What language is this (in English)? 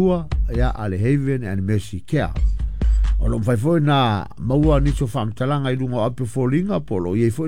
Samoan